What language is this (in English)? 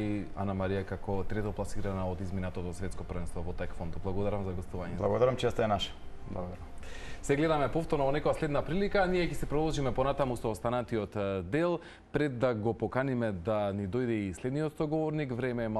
Macedonian